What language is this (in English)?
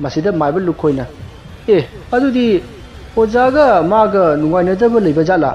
Manipuri